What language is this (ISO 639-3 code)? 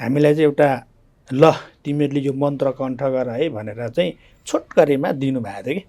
nep